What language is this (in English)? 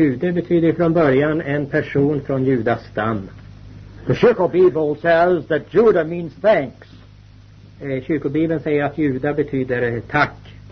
Swedish